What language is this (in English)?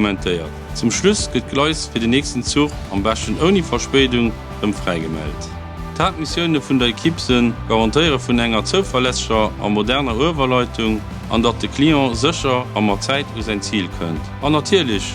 Luxembourgish